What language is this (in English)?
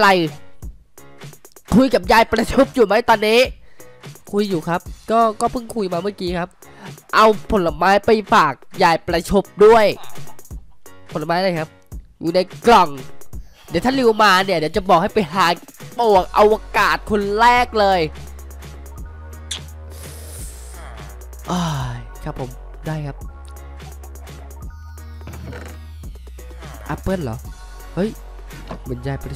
Thai